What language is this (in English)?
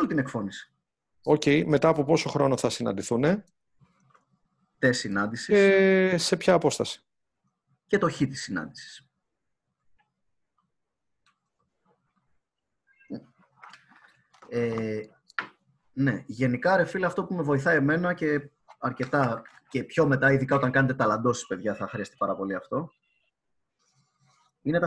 Greek